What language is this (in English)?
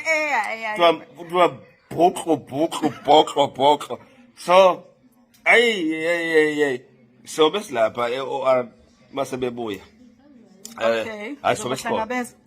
Zulu